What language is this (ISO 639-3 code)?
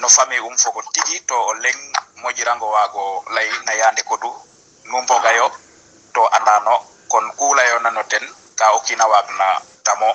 srr